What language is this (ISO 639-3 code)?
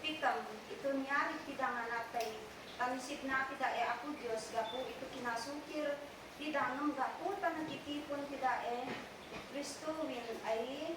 isd